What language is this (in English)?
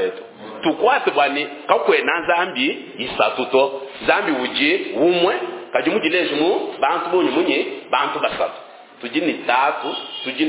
Luba-Lulua